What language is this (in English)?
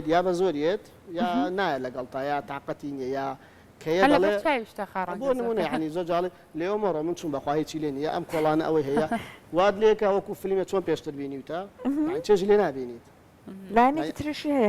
Central Kurdish